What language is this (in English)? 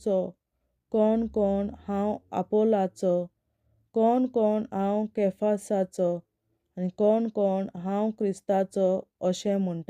Konkani